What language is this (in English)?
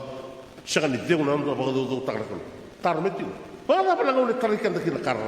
Fijian